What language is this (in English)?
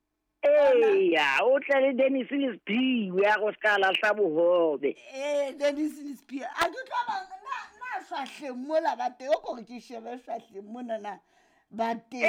Southern Sotho